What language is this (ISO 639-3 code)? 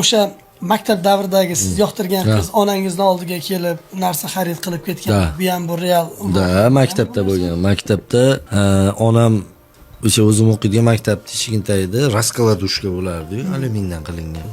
uzb